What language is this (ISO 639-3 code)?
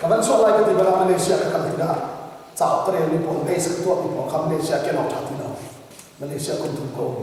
cnh